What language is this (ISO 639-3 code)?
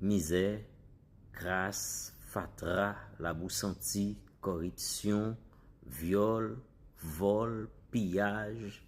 hat